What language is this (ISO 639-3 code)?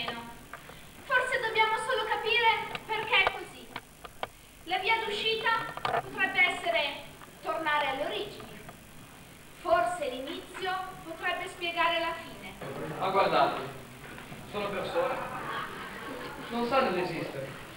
ita